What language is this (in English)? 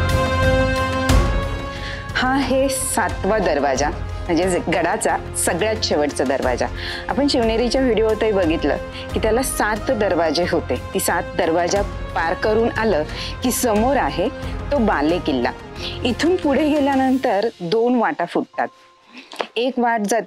Marathi